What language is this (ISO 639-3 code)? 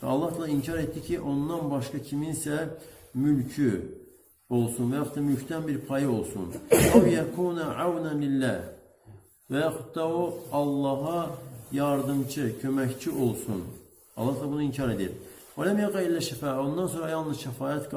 aze